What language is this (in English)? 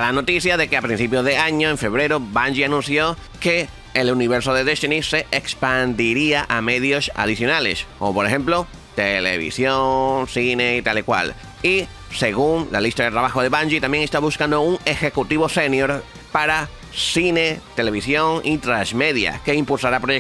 Spanish